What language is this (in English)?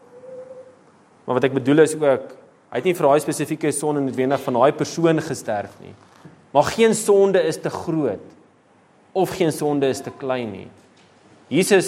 Afrikaans